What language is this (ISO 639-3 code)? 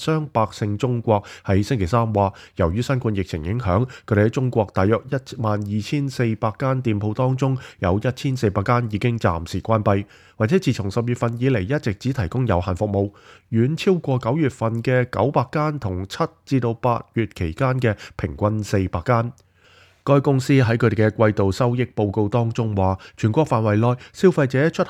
yue